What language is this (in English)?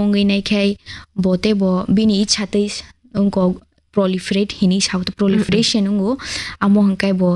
Kok Borok